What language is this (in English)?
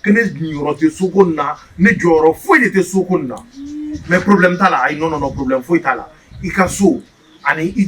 Bambara